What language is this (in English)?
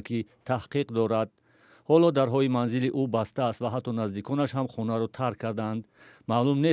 Tajik